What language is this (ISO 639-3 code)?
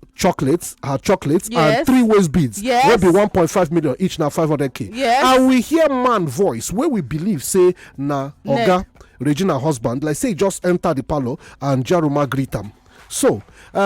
pcm